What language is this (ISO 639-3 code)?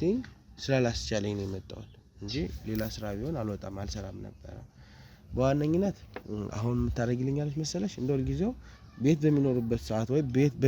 amh